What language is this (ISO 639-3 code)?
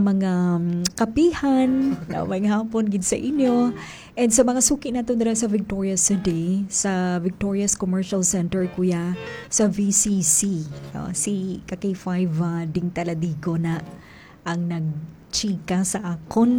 hil